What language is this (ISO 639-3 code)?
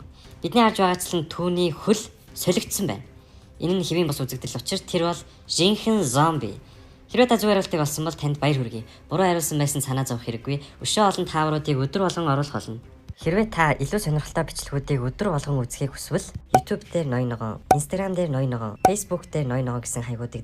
mon